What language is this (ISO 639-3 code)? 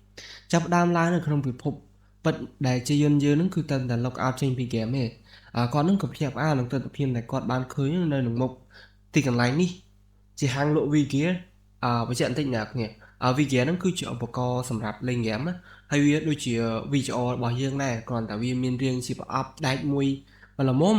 khm